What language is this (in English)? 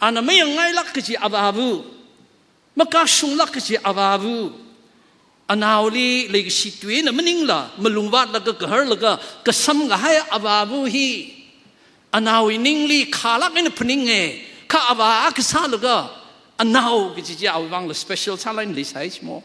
Tangkhul Naga (India)